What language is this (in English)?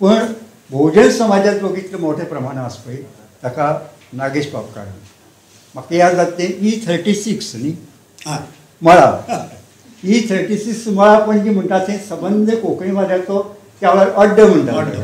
Konkani